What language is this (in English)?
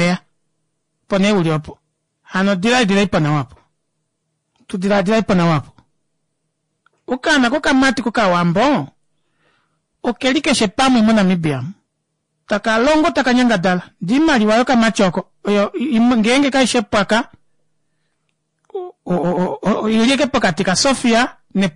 Swahili